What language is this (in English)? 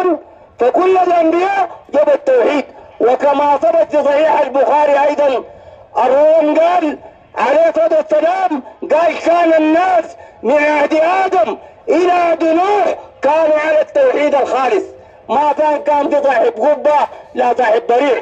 Sudanese Arabic